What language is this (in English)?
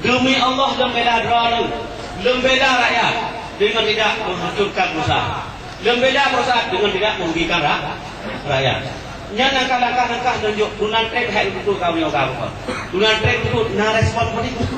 Achinese